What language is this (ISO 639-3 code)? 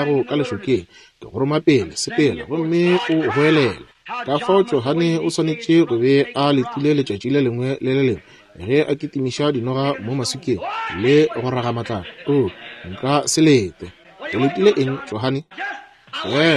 nso